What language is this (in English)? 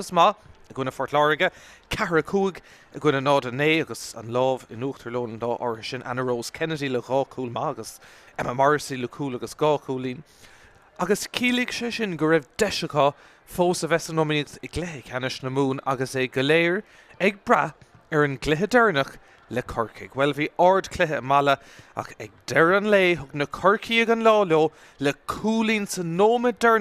Irish